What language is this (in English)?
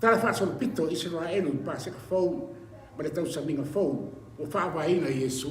Samoan